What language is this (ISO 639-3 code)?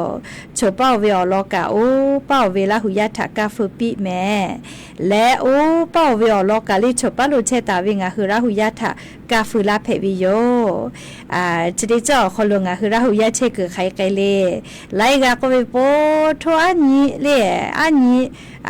lhu